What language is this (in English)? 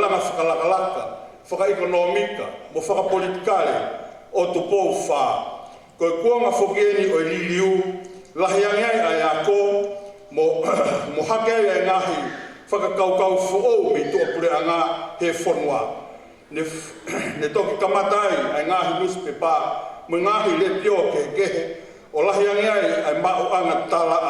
Tongan